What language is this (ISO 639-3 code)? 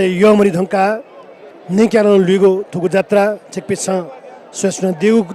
new